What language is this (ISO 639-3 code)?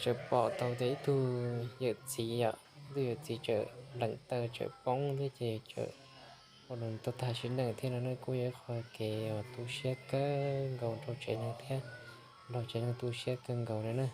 hmn